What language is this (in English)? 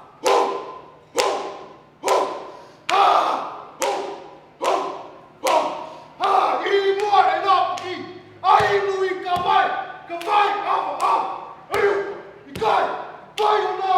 Hawaiian